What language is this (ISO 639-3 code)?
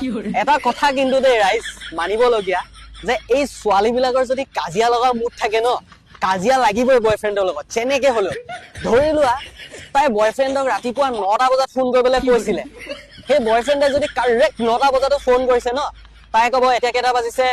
asm